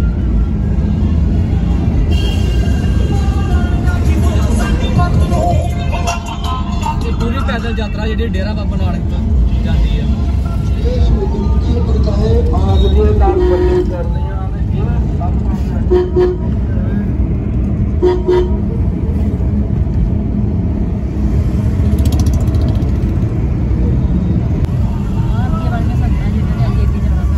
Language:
Punjabi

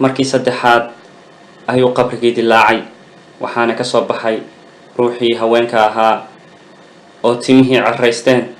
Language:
Somali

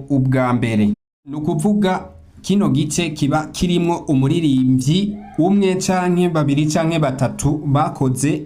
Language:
Rundi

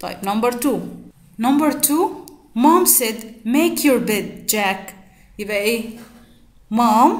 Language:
Egyptian Arabic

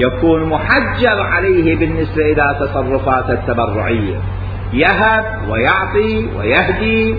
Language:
Mesopotamian Arabic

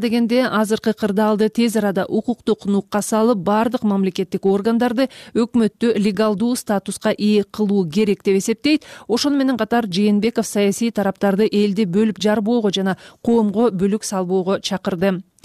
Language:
Kyrgyz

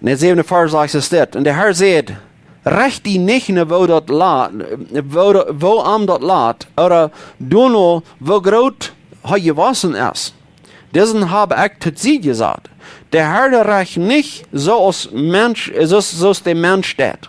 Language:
Plautdietsch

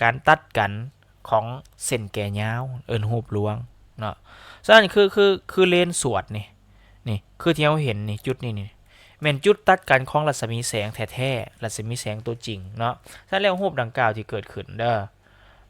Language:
Lao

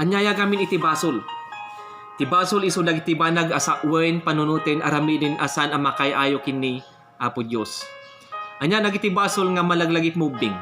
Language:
Iloko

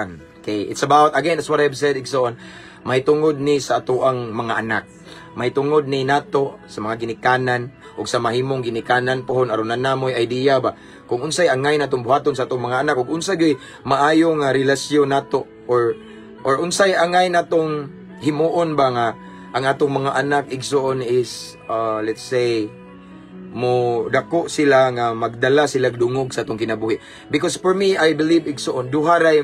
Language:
Cebuano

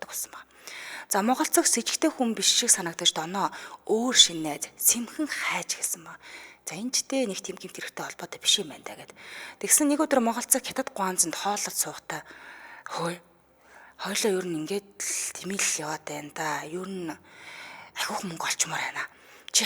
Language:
Mongolian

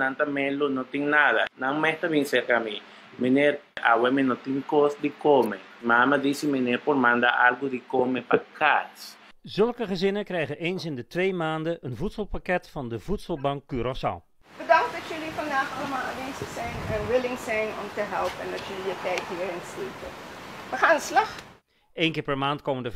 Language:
Dutch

